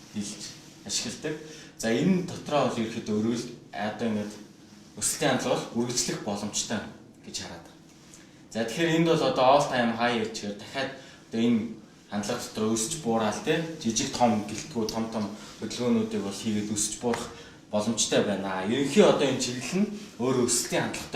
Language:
Mongolian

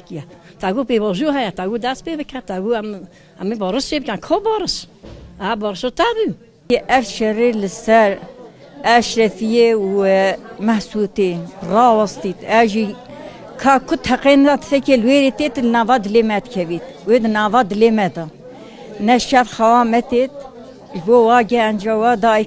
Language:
Kurdish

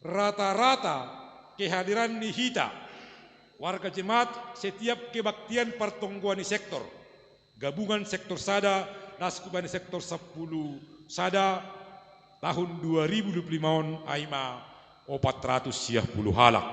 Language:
Batak Simalungun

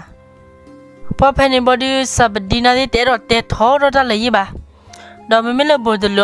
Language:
S'gaw Karen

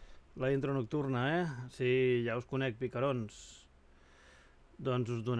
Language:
Catalan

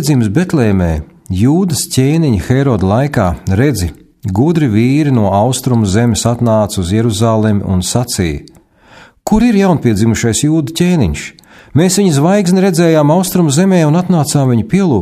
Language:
Latvian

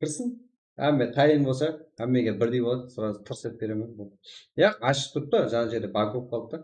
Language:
Kara-Kalpak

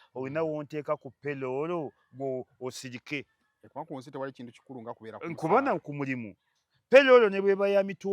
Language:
Ganda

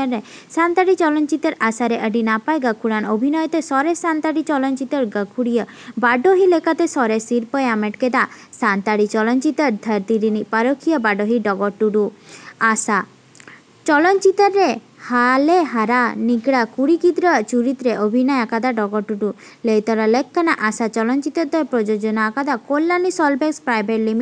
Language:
Santali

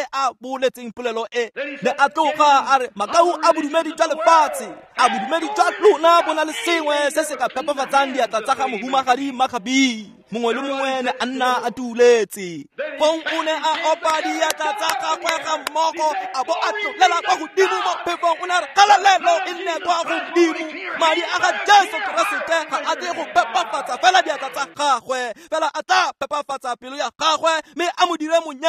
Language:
Tswana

